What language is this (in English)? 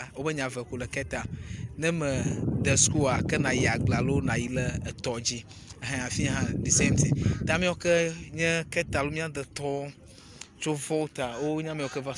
Ewe